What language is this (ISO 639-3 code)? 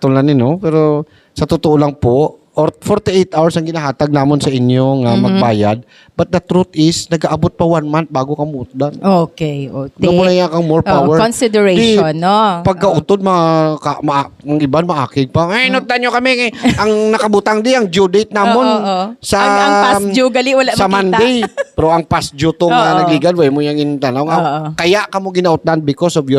hil